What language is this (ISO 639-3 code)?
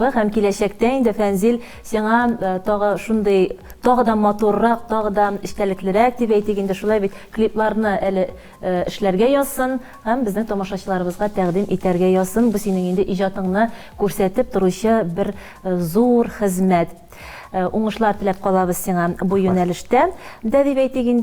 tat